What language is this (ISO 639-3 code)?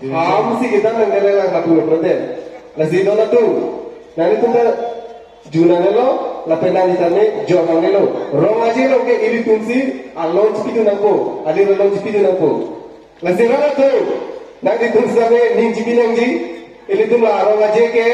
mjw